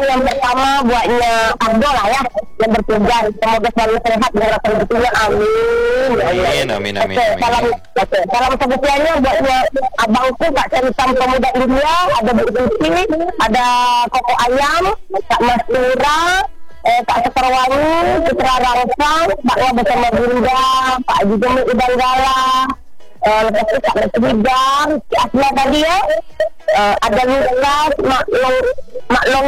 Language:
Indonesian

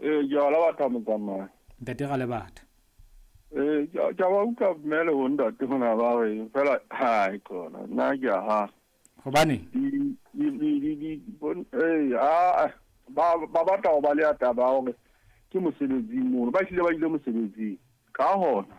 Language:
Southern Sotho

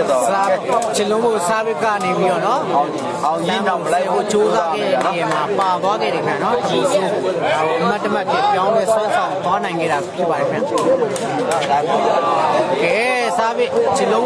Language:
Burmese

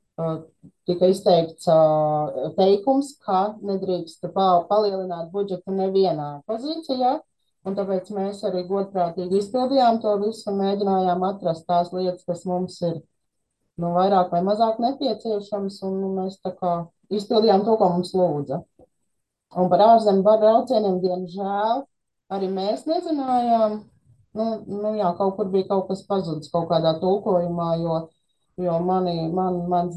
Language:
Latvian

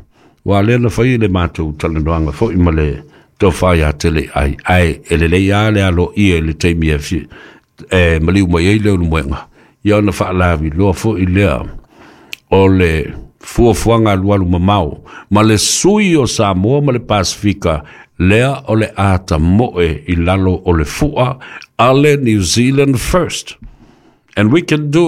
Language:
Samoan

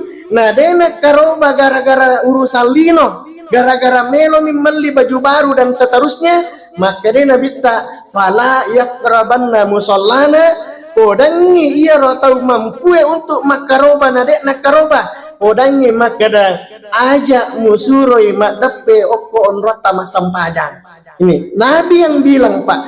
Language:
Buginese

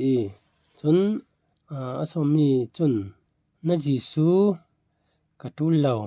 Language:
Falam Chin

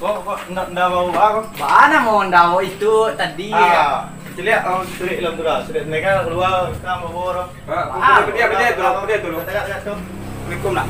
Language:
Minangkabau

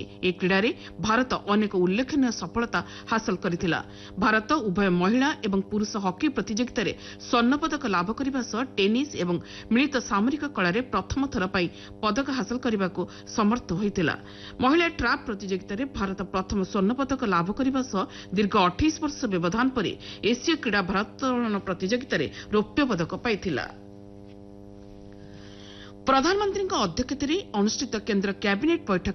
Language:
Odia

